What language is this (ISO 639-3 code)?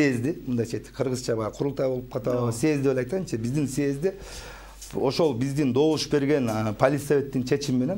kir